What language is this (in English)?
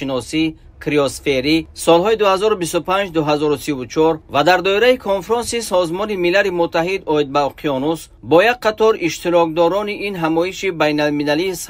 Tajik